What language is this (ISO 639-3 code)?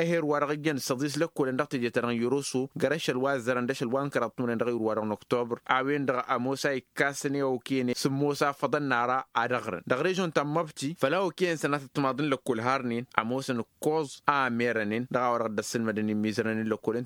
taq